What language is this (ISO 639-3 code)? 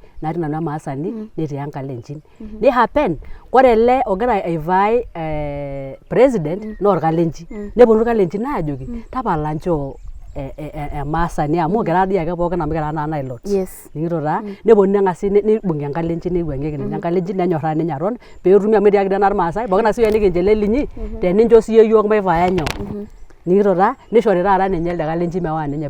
mas